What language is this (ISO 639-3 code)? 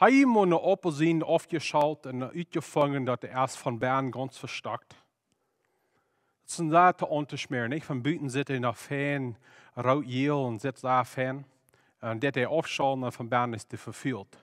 pdt